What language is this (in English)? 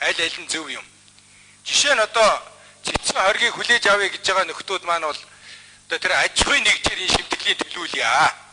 Mongolian